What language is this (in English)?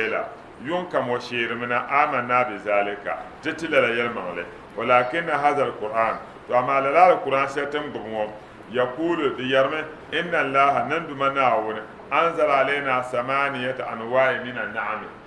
Dagbani